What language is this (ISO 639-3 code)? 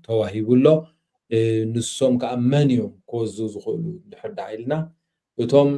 tir